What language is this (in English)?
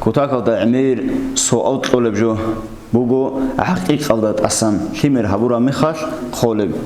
Avaric